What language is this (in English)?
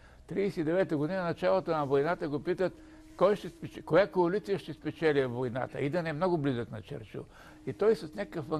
Bulgarian